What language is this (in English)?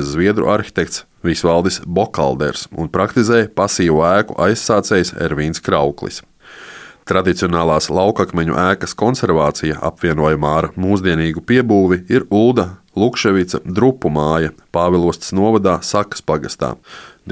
Latvian